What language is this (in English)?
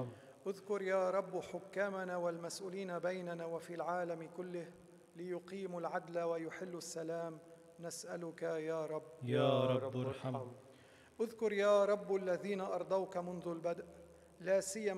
Arabic